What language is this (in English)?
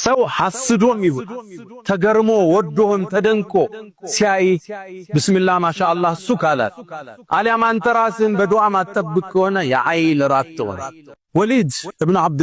Amharic